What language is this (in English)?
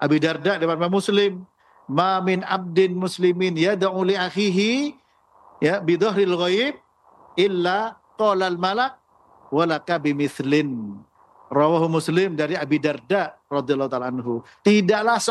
Indonesian